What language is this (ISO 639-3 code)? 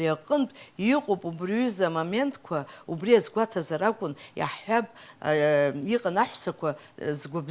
abk